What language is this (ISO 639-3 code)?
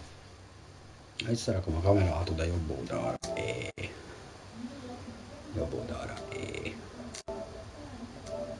hun